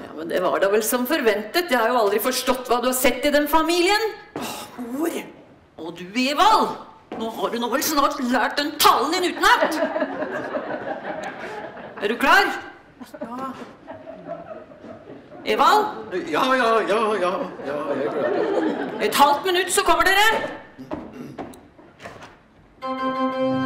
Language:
Norwegian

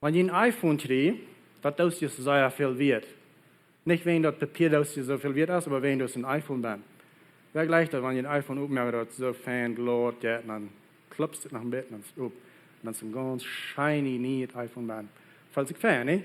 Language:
Plautdietsch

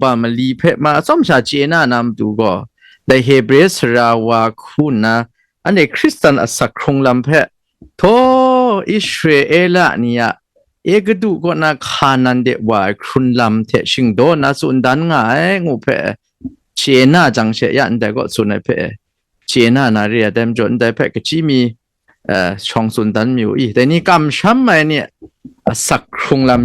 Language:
Kachin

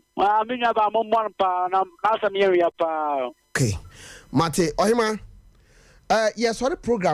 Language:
Akan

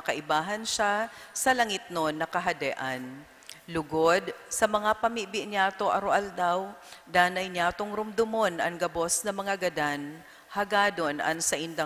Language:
Bikol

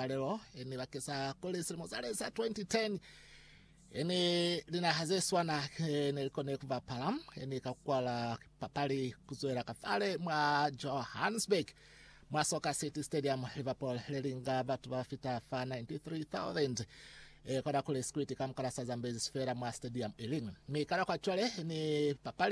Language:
Lozi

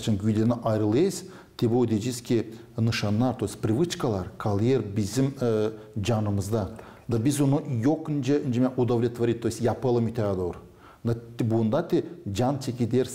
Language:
Gagauz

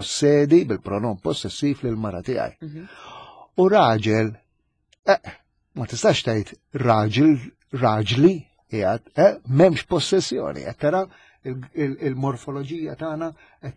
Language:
Maltese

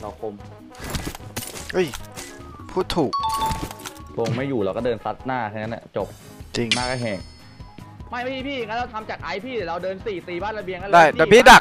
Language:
Thai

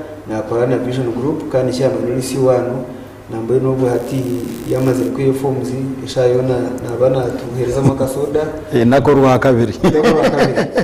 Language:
Nyankole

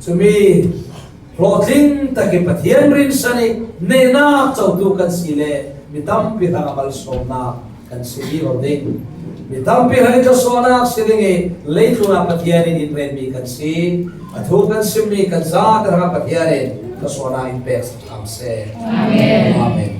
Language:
Falam Chin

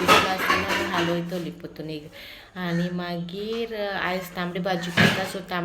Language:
Konkani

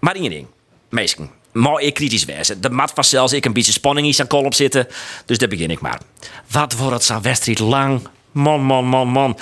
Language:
Western Frisian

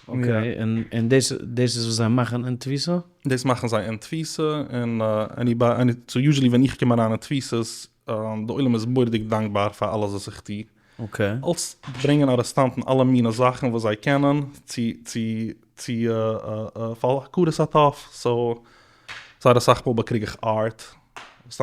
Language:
Yiddish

